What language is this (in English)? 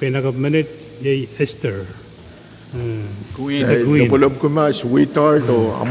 Pohnpeian